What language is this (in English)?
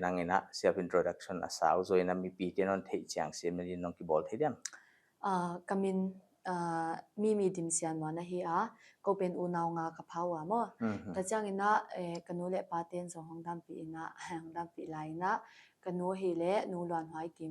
Paite Chin